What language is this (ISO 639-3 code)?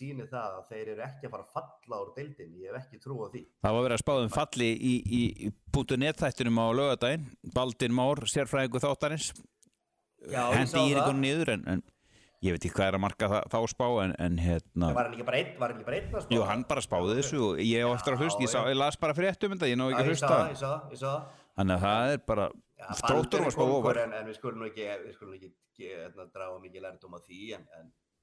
isl